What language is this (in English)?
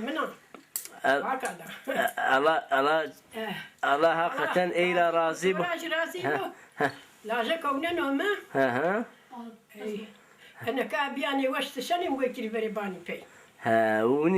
Zaza